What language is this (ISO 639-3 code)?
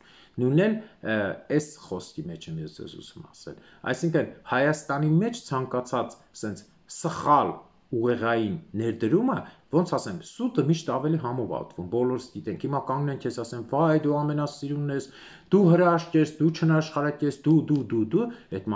hye